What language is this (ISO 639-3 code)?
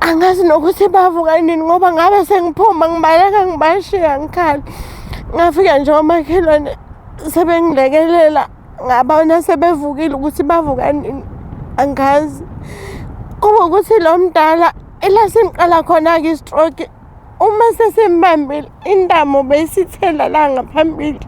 zul